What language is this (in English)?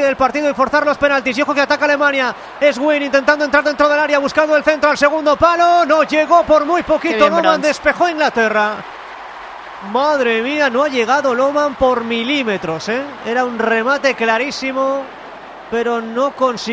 Spanish